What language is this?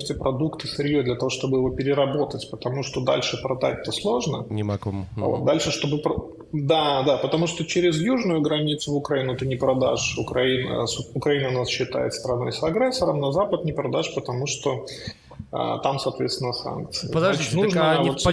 Russian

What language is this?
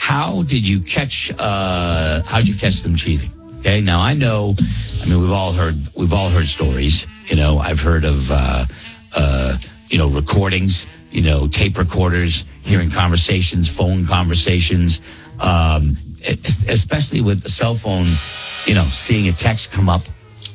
English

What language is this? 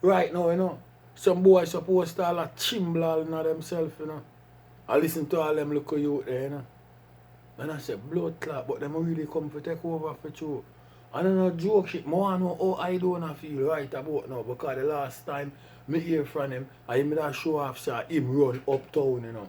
Jamaican Creole English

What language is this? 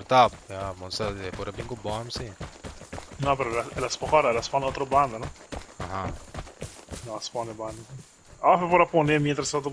Papiamento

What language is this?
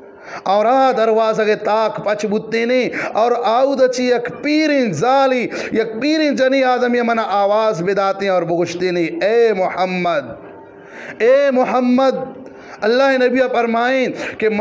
Eastern Balochi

